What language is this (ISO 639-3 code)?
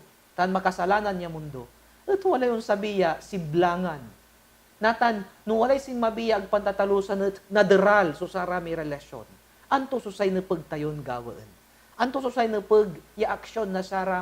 pag